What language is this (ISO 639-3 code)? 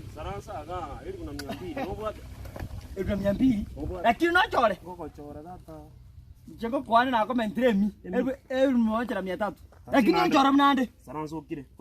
guz